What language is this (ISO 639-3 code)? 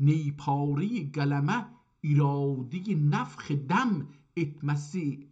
azb